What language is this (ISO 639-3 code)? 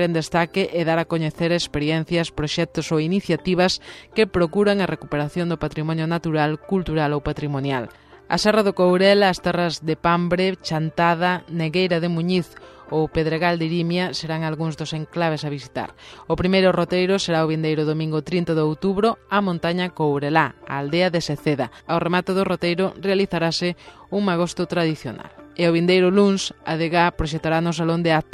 glg